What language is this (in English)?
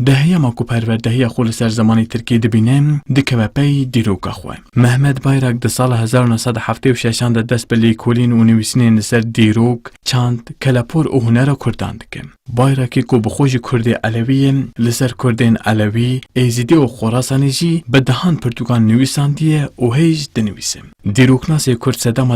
Kurdish